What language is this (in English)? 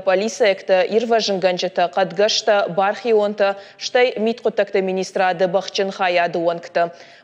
Ossetic